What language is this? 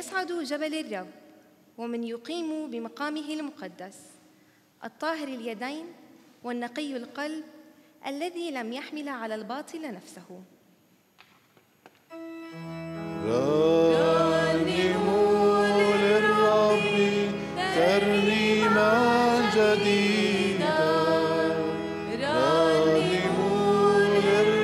Arabic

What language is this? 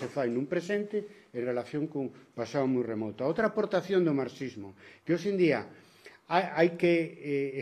Galician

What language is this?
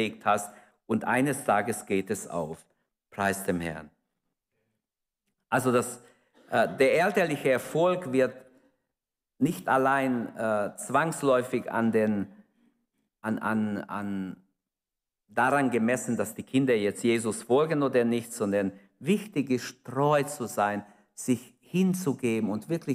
German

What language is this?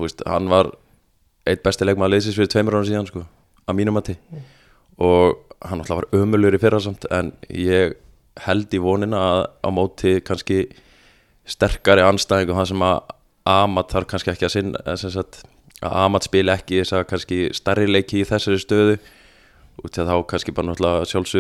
Icelandic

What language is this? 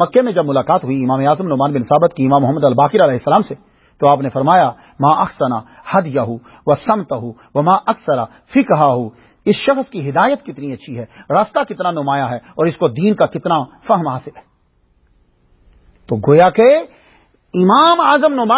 Urdu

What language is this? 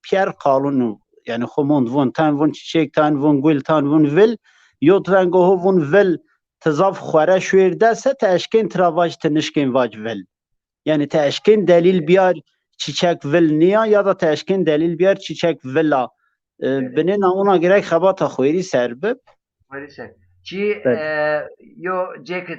Zaza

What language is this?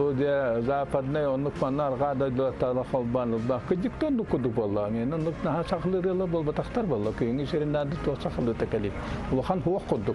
Yakut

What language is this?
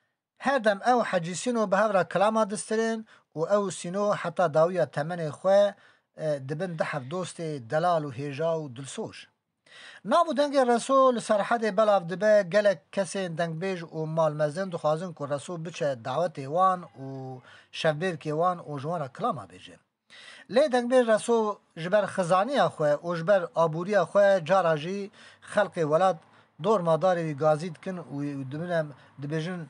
Kurdish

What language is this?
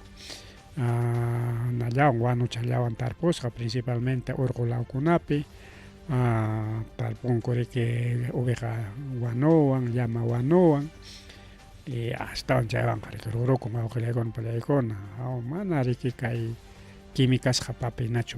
Ayacucho Quechua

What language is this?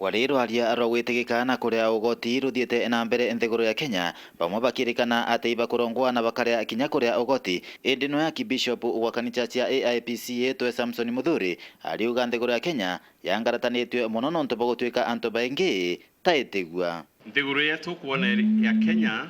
Meru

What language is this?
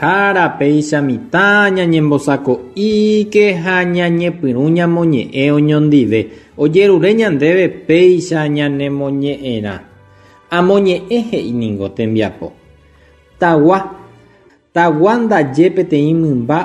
Guarani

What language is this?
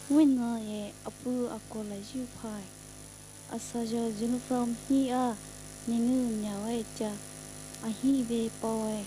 Poumei Naga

